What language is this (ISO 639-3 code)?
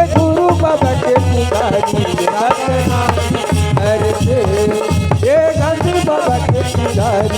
hne